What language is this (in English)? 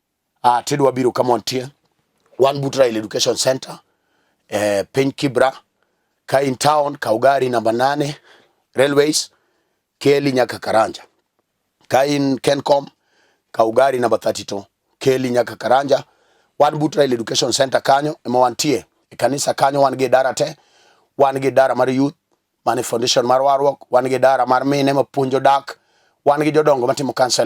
Luo (Kenya and Tanzania)